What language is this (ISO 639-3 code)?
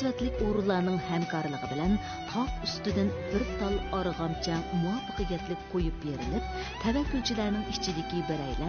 uig